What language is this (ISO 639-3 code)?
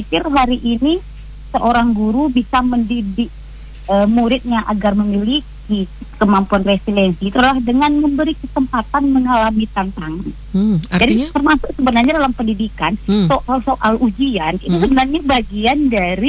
ind